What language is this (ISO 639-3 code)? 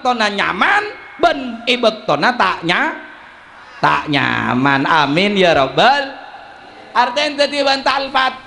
mad